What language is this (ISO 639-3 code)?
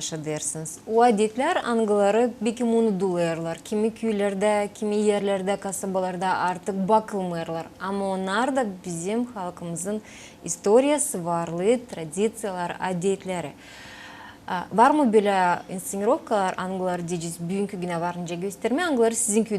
gag